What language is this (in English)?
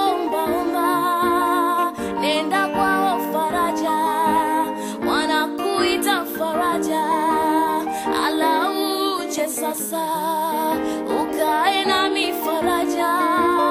Swahili